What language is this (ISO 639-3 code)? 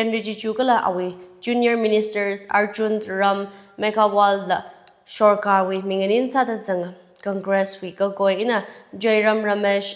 nmf